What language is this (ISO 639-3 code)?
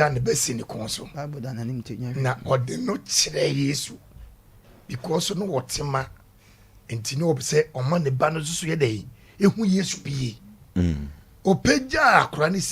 aka